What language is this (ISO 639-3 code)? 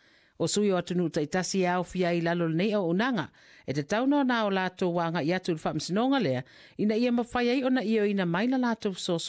smo